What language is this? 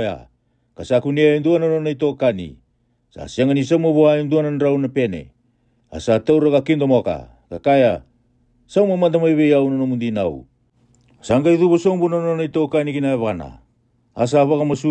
Fijian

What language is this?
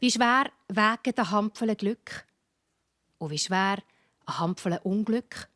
Swiss German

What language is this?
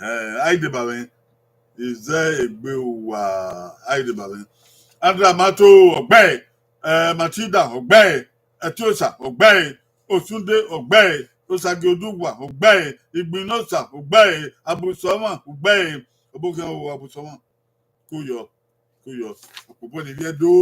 Bini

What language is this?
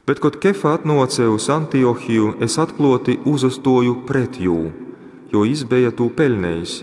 Latgalian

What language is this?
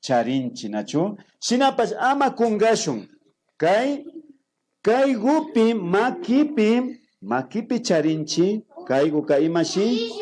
Imbabura Highland Quichua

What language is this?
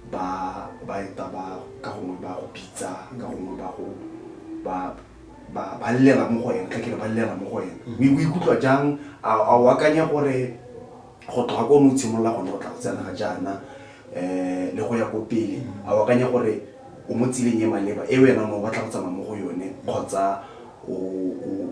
Tswana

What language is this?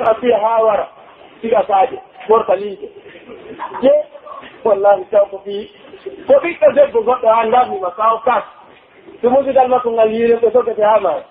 Pular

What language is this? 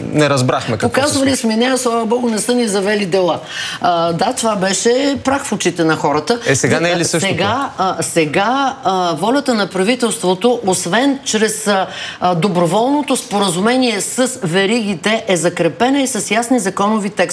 Bulgarian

